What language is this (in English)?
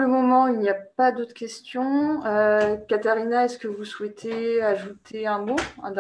French